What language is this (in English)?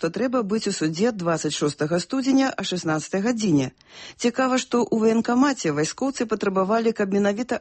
Belarusian